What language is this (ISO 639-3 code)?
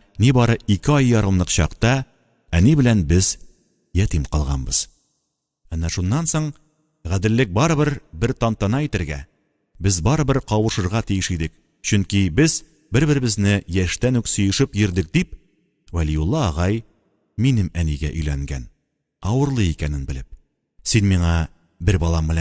tat